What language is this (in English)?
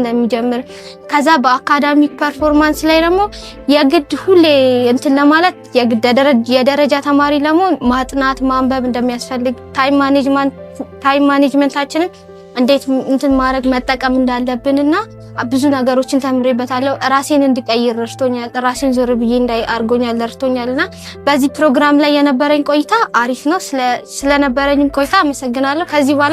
Amharic